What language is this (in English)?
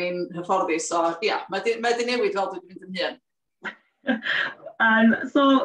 Welsh